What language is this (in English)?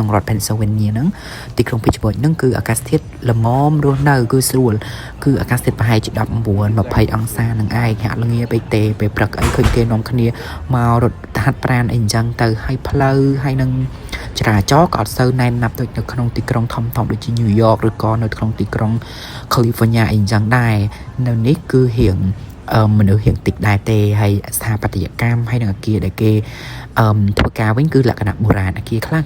Khmer